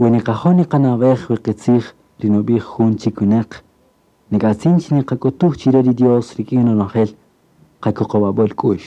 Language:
Kaqchikel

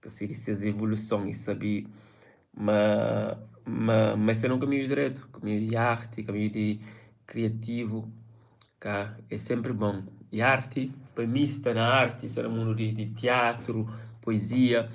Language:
Kabuverdianu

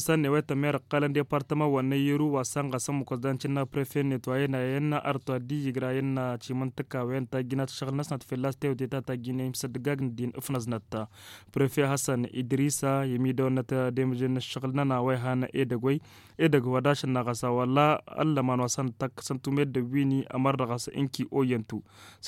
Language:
Tamasheq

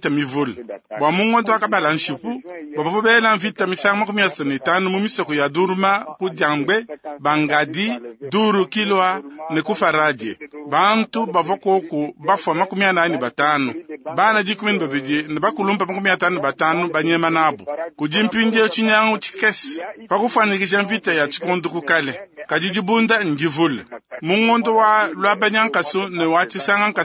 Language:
Luba-Lulua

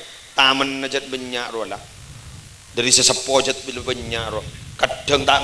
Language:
Madurese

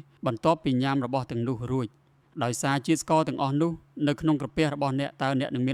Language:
Khmer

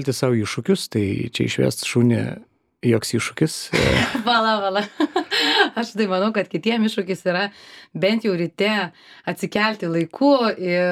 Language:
Lithuanian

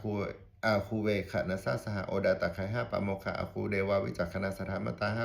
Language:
Pali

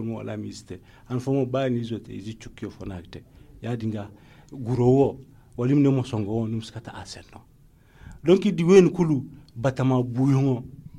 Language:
Zarma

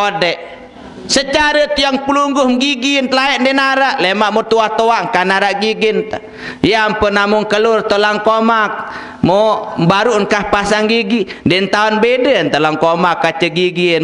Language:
Sasak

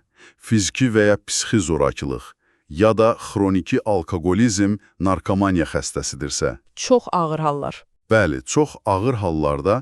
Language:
Azerbaijani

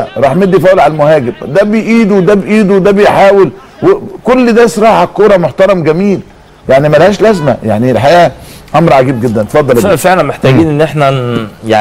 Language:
Egyptian Arabic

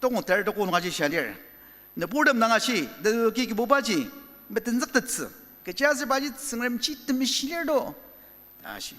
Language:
Ao Naga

